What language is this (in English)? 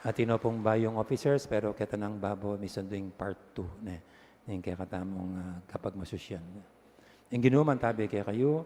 Pampanga